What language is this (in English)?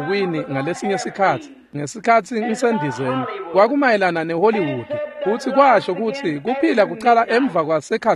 Swati